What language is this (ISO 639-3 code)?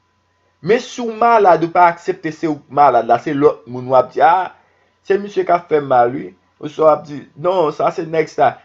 hat